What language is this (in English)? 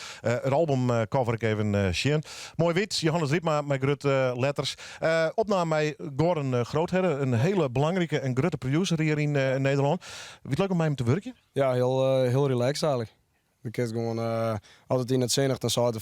Western Frisian